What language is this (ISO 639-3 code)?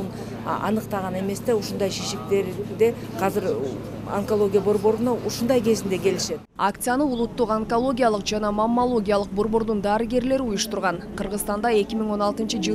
kir